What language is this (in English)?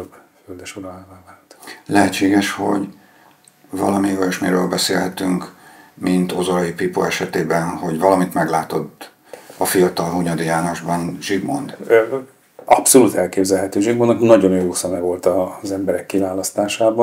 Hungarian